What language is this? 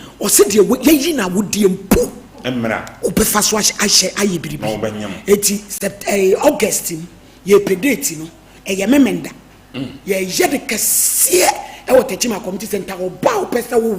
Akan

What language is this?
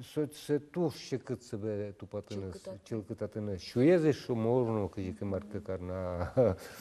Udmurt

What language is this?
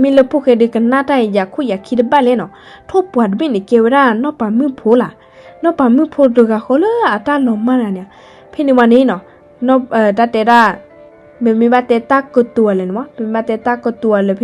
S'gaw Karen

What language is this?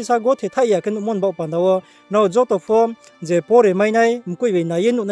Riang (India)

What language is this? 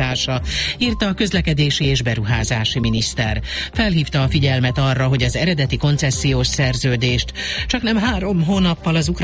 Hungarian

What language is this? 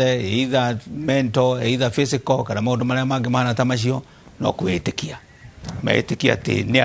Kikuyu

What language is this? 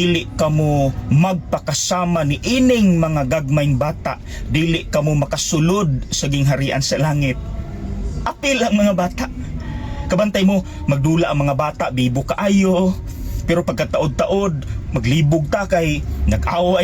Cebuano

